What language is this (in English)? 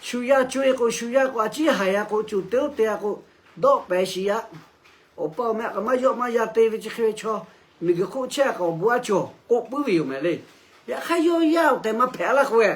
Lahu